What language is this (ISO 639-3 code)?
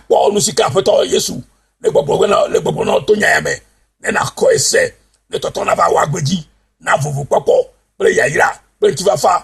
ewe